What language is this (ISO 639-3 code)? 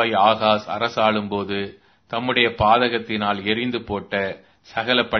tam